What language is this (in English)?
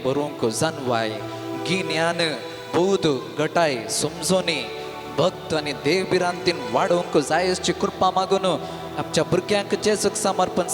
Konkani